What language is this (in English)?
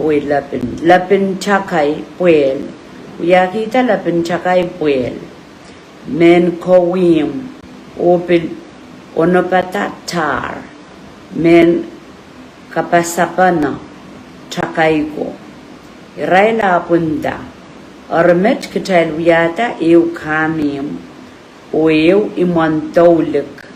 Pohnpeian